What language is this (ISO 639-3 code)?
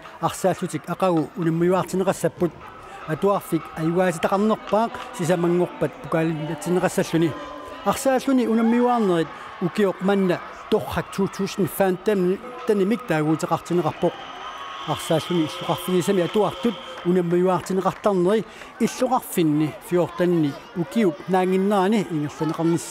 kal